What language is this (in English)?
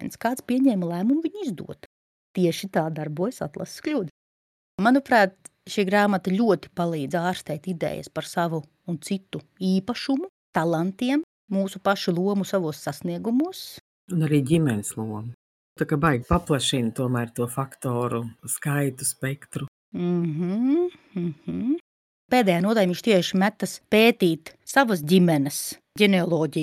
Latvian